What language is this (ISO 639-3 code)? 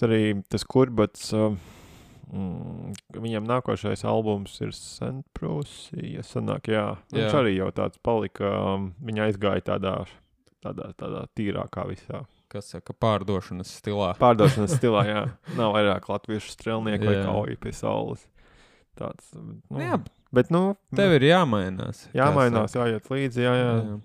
lav